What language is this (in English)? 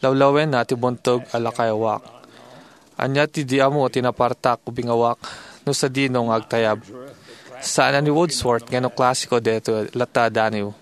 Iloko